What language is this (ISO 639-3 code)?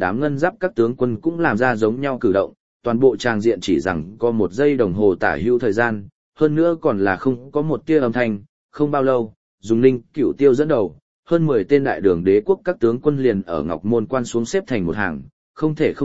vie